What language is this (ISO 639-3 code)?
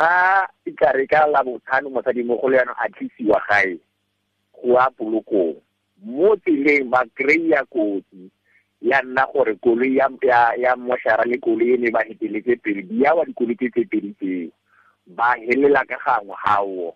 tsn